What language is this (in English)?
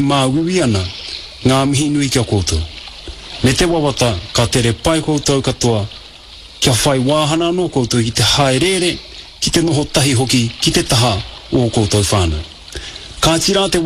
Māori